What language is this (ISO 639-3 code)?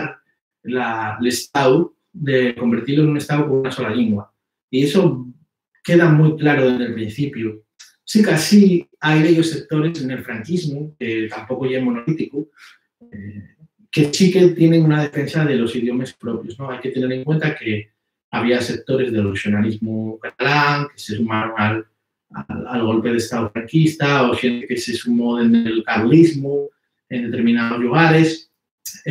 ast